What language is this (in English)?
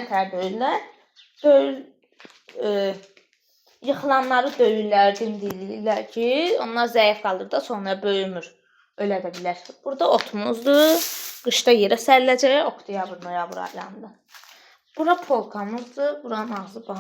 Azerbaijani